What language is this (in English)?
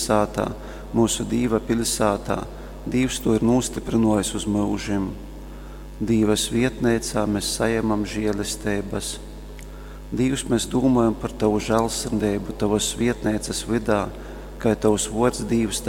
Latgalian